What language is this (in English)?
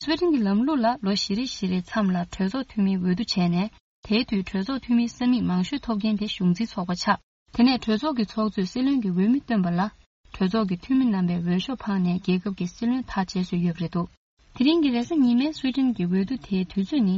Tibetan